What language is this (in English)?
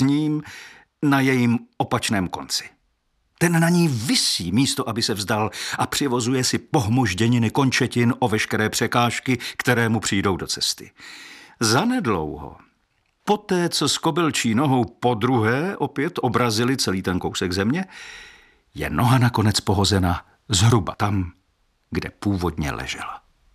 Czech